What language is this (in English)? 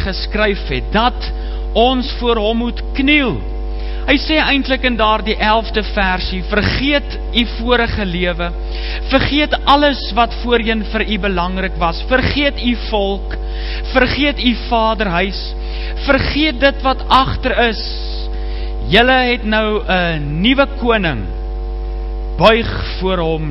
Afrikaans